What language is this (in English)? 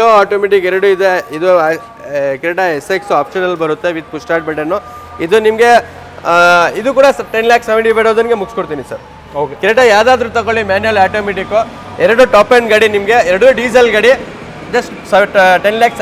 Kannada